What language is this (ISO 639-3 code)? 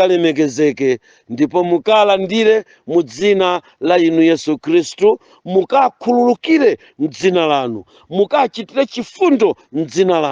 nya